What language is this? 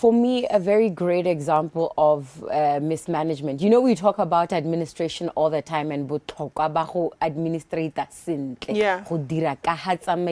Tswana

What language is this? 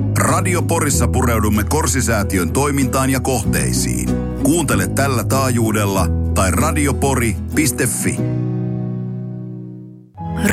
Finnish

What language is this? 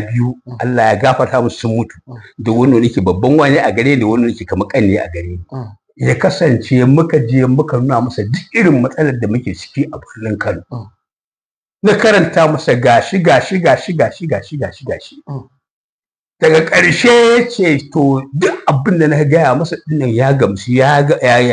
Hausa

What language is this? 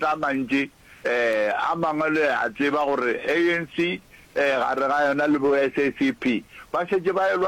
Northern Sotho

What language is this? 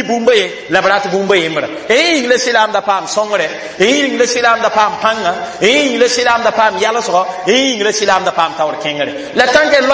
Mossi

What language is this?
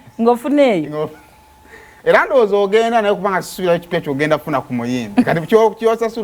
Ganda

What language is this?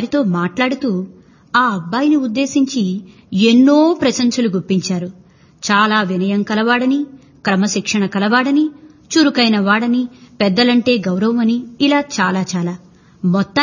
Telugu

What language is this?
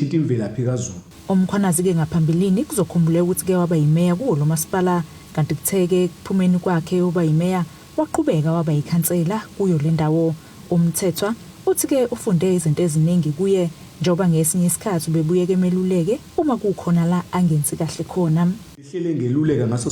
Zulu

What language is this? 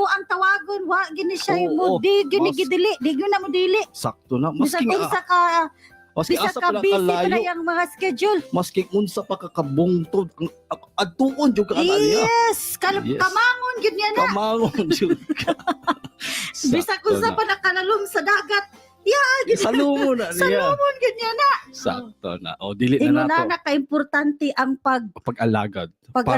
Cebuano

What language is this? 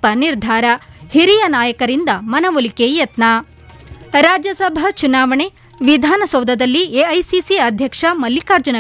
Kannada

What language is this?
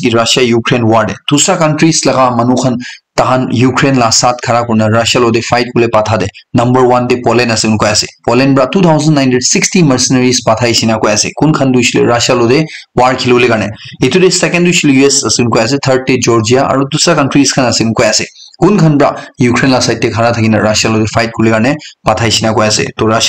Naga Pidgin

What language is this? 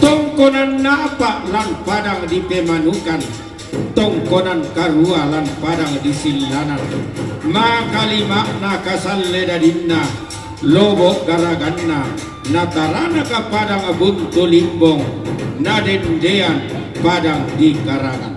Toraja-Sa'dan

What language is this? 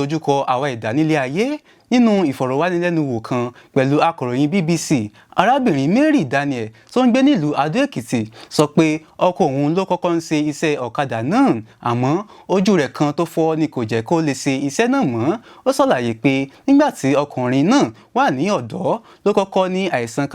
Yoruba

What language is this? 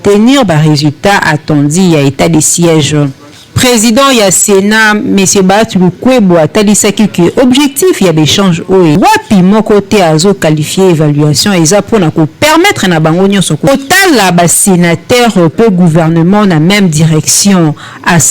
Lingala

